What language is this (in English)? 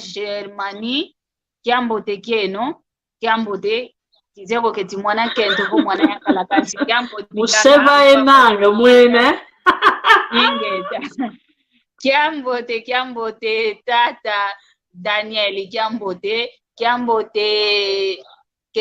San Salvador Kongo